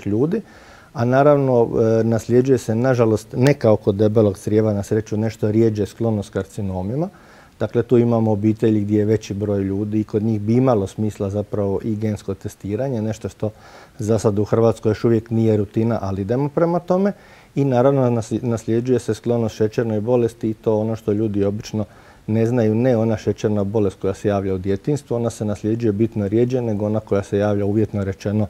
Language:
Croatian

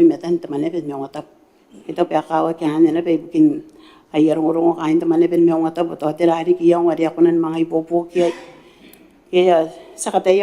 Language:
Gilbertese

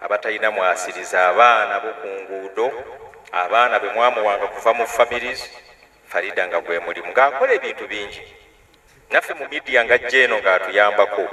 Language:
Ganda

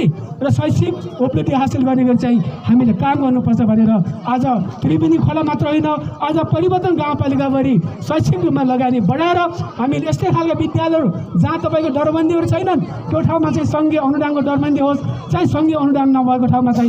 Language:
Nepali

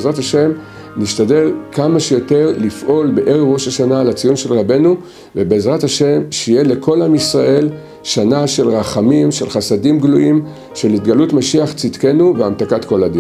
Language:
Hebrew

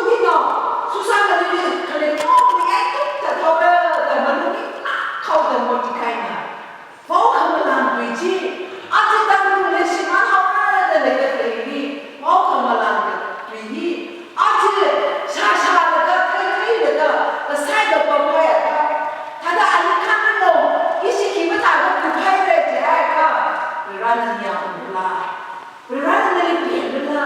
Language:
Tangkhul Naga (India)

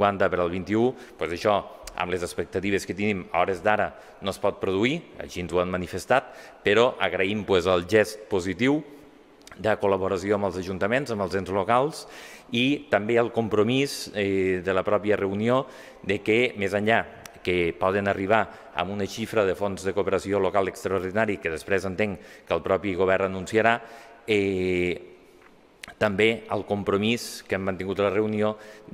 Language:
Catalan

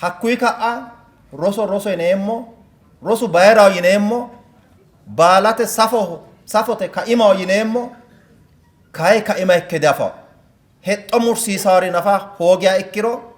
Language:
Sidamo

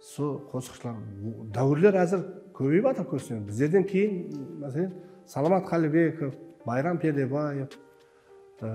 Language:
Kara-Kalpak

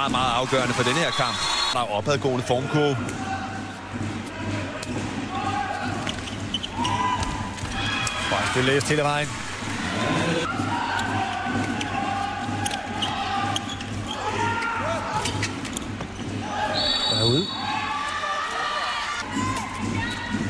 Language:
Danish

